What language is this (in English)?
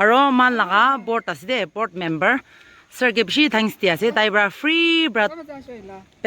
Naga Pidgin